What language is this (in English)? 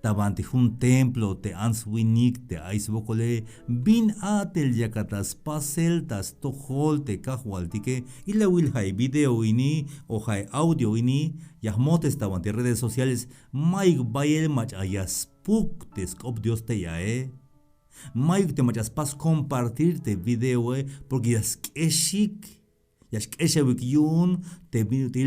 Tzeltal